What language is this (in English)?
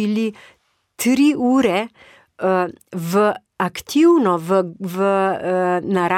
Slovenian